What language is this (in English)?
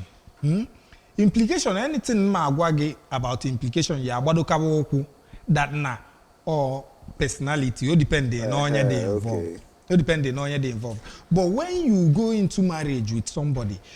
Igbo